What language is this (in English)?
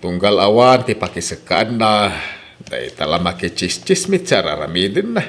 Iloko